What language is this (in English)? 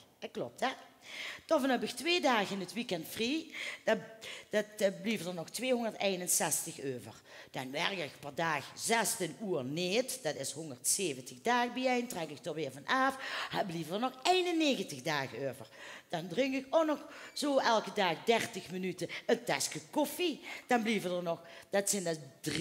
Limburgish